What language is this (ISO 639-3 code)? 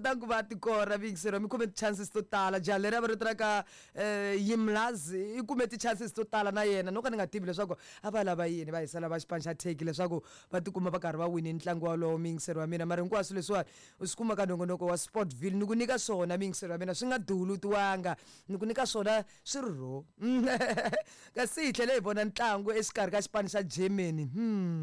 tso